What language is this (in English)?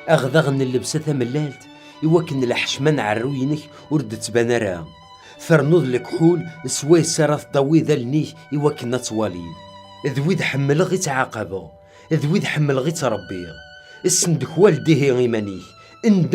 Kabyle